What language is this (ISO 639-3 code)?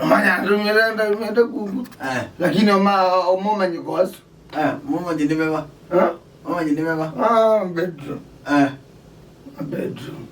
kam